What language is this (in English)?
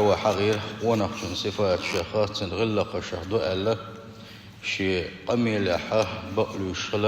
Chechen